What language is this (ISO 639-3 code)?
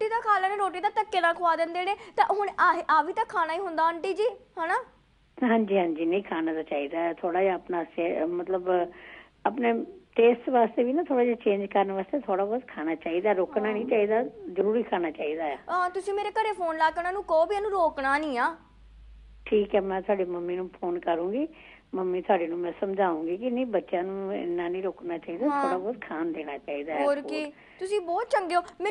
pan